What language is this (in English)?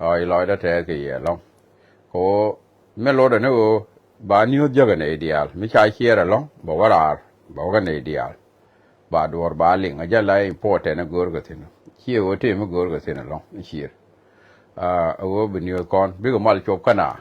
Nuer